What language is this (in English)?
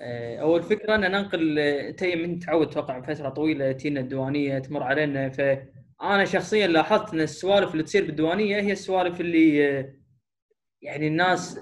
Gulf Arabic